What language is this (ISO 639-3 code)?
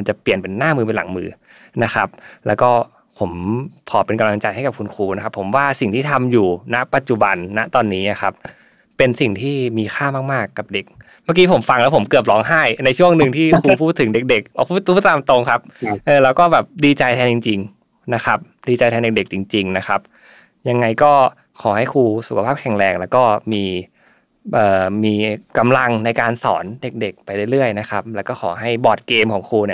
tha